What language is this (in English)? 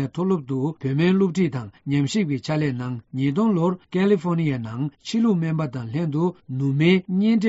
Tibetan